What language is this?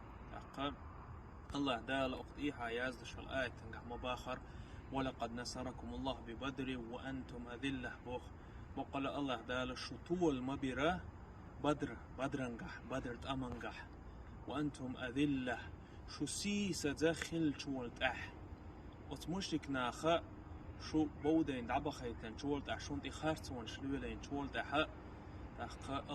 Chechen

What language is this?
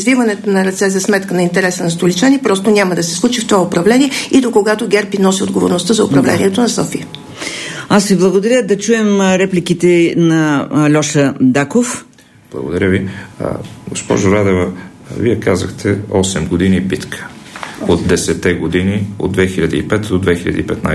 Bulgarian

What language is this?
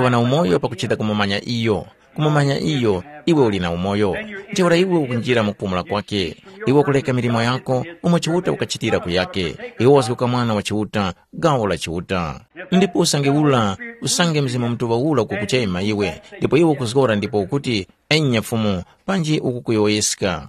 Tumbuka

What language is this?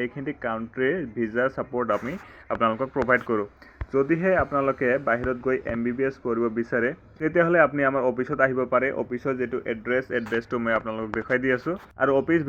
Assamese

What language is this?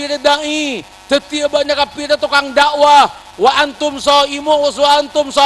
Madurese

